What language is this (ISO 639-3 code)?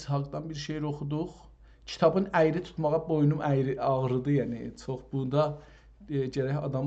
azb